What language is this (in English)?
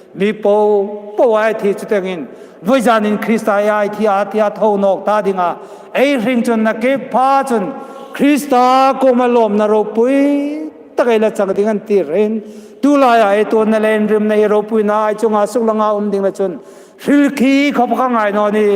Hmar